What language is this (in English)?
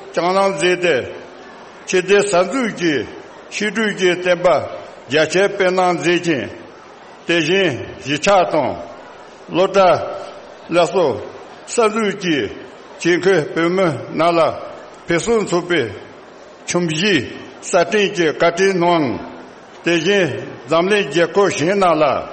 Tibetan